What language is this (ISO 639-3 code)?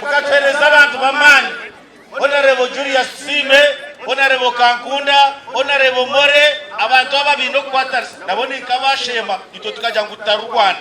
nyn